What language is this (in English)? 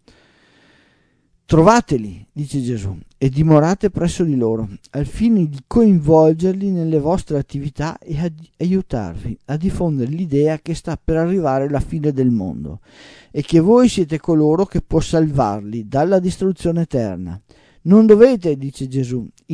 Italian